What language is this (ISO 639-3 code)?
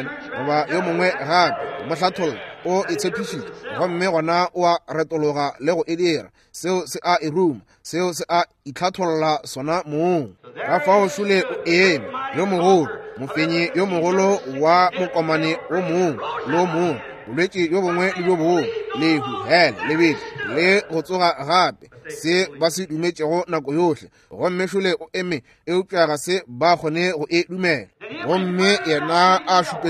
nso